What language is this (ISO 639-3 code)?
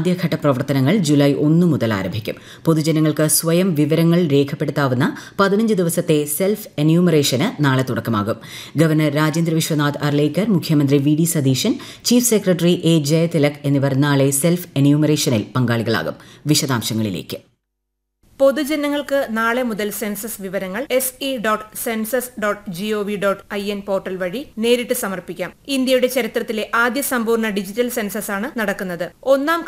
mal